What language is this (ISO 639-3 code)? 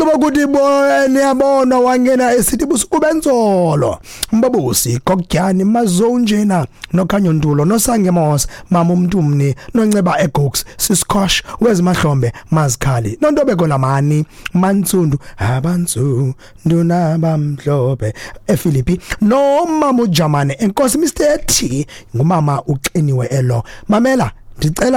xho